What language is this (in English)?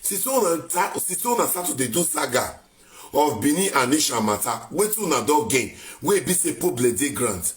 Nigerian Pidgin